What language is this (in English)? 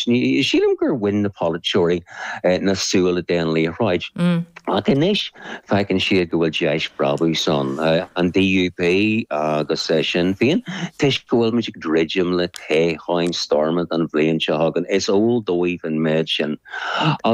Irish